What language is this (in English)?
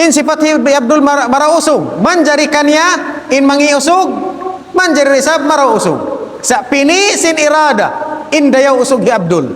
Tausug